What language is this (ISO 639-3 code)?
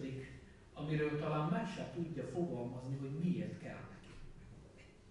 hun